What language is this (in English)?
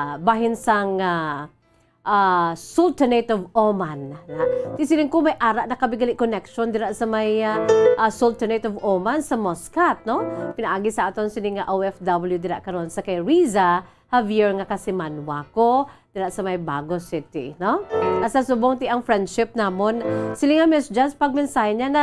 Hiligaynon